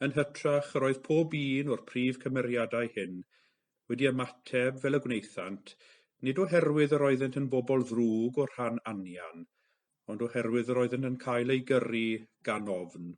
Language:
Welsh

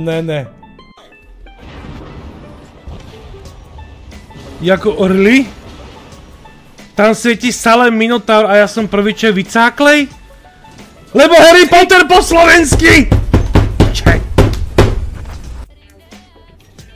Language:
Slovak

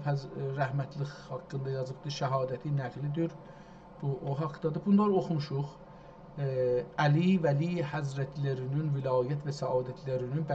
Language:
South Azerbaijani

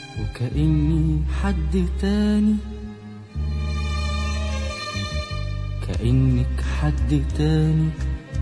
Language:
Egyptian Arabic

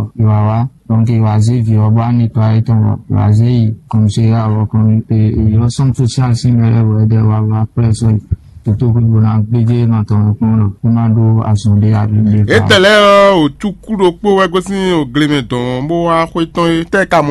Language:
Fon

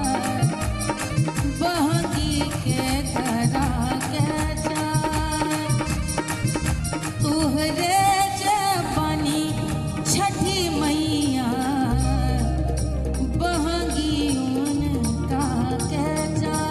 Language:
Bhojpuri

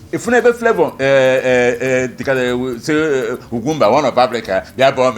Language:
Igbo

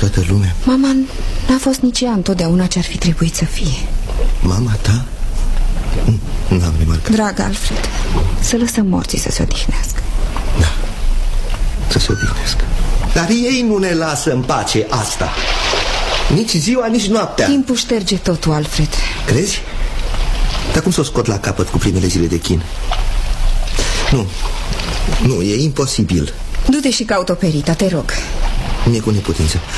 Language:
Romanian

